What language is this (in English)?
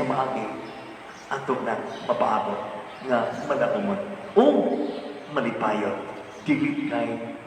Cebuano